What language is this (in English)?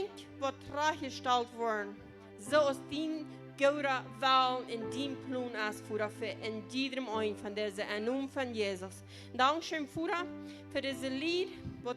Plautdietsch